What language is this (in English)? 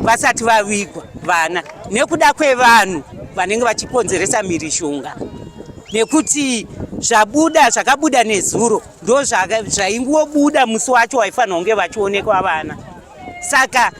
Shona